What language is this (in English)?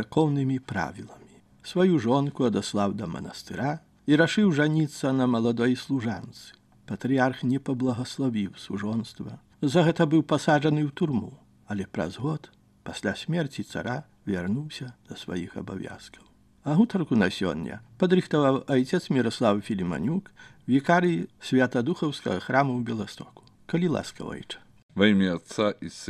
Belarusian